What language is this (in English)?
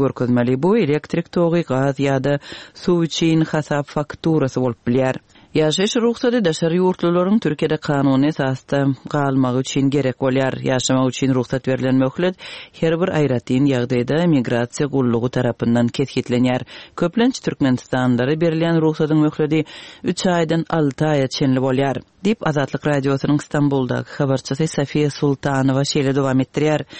Turkmen